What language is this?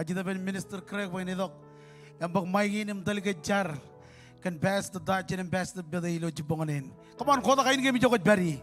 Marshallese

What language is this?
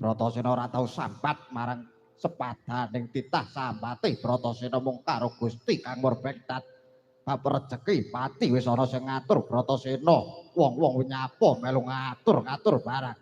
Javanese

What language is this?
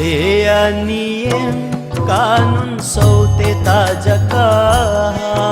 Newari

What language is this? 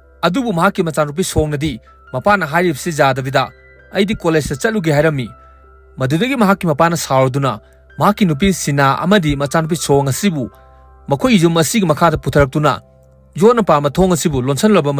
Manipuri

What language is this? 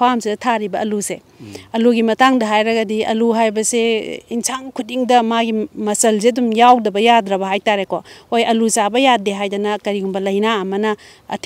Manipuri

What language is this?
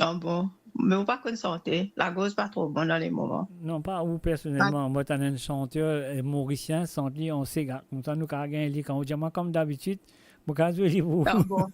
Morisyen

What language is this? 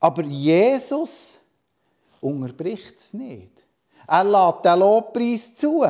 Swiss German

